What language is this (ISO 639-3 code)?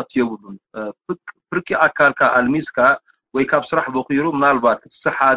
tir